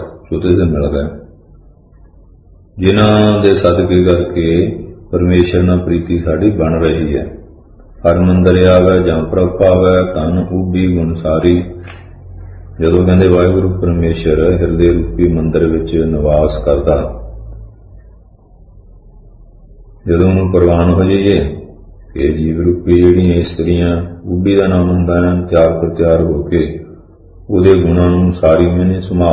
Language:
Punjabi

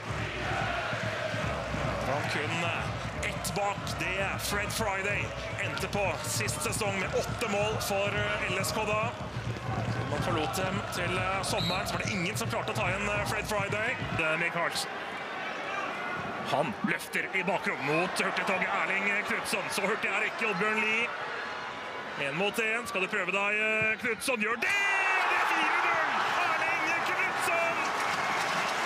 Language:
Norwegian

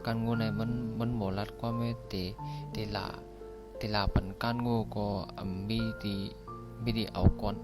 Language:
Shan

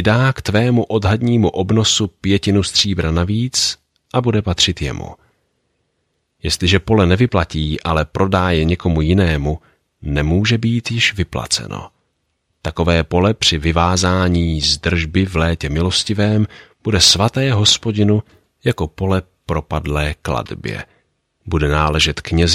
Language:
Czech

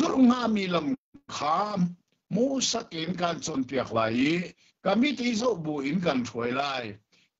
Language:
Hakha Chin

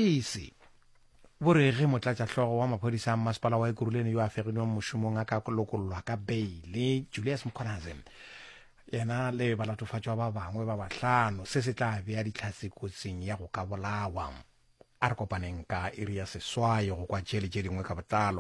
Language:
Northern Sotho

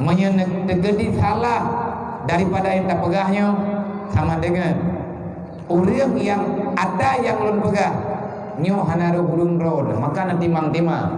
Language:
Achinese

